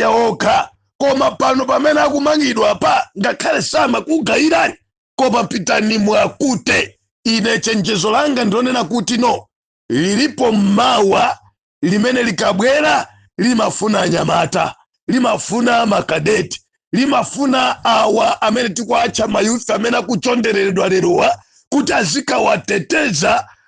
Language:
Nyanja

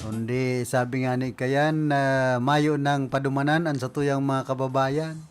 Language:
Bikol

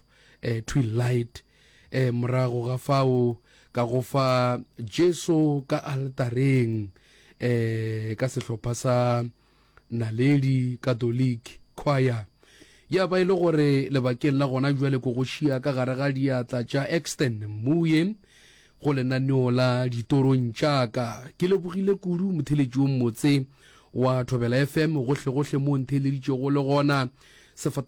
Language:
Northern Sotho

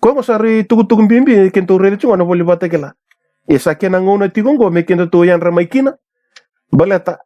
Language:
Fijian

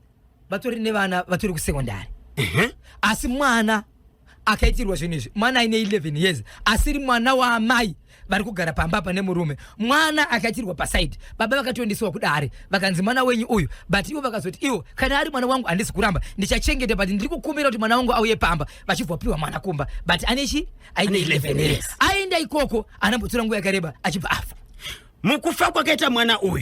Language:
Shona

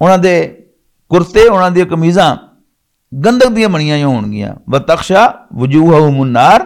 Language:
Western Panjabi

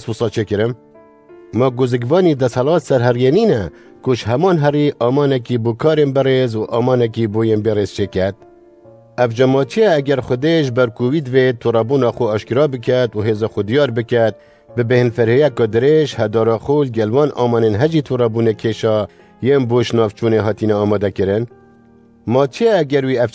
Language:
Kurdish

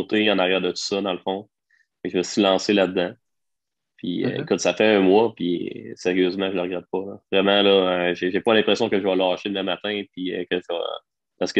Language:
French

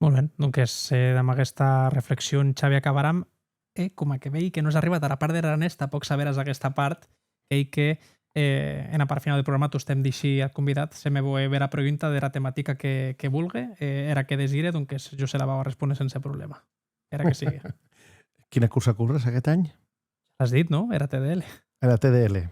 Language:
Occitan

